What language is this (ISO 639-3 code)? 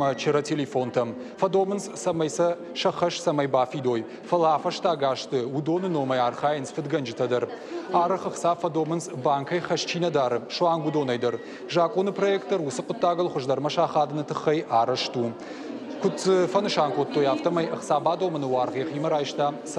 oss